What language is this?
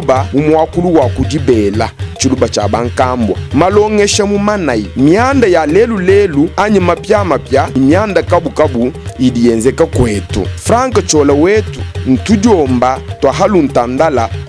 Luba-Lulua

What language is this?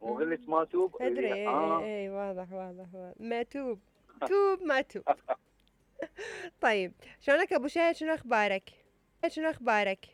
Mesopotamian Arabic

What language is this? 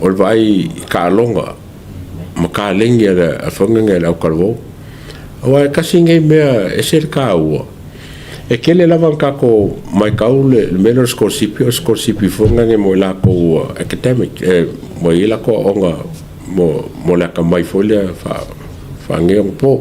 Samoan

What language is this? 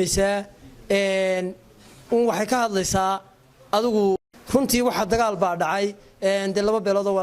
Somali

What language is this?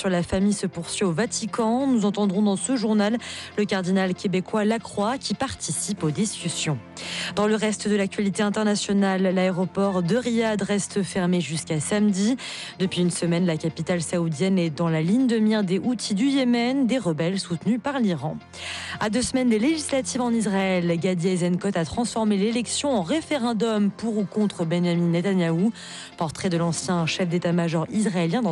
French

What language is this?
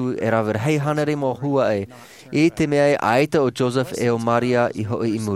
Tahitian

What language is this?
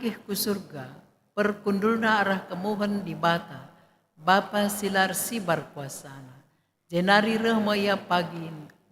Batak Karo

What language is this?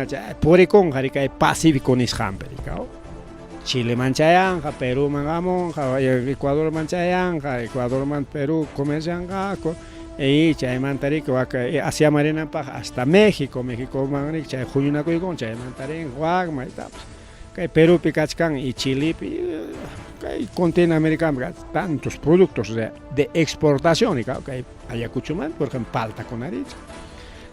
Ayacucho Quechua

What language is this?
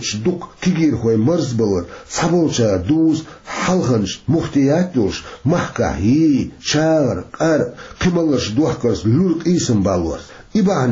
Chechen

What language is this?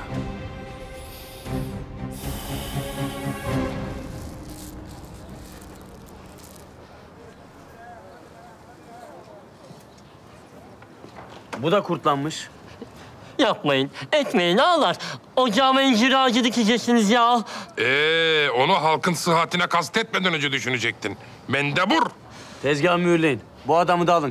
Turkish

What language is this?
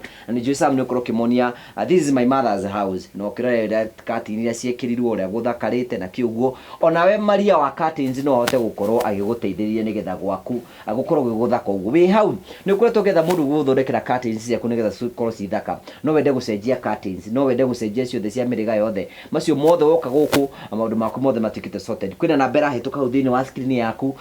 Kikuyu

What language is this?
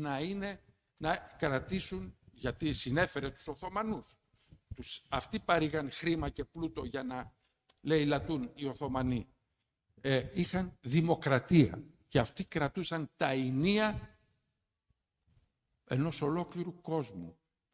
Greek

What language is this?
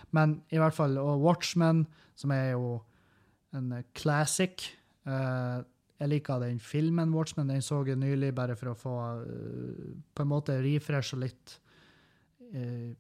Norwegian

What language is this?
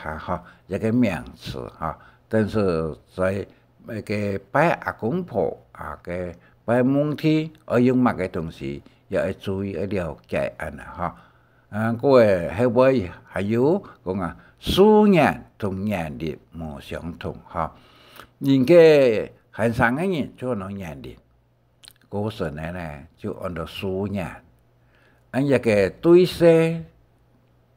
Hakka Chinese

